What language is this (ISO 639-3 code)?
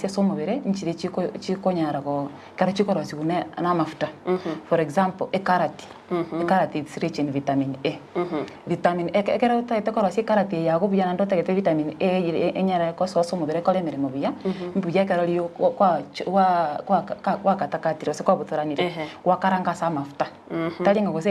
guz